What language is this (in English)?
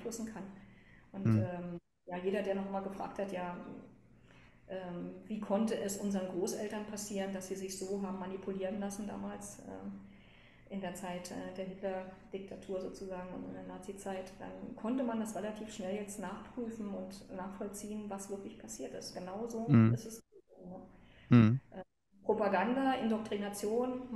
German